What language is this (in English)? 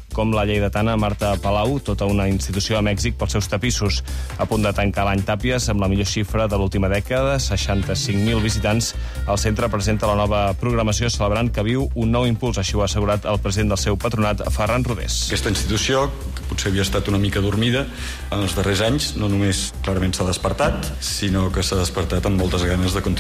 Catalan